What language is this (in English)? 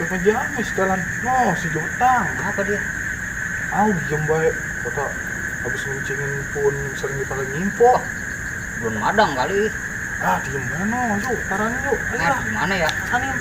Betawi